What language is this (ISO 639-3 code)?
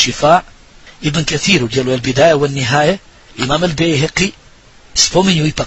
bos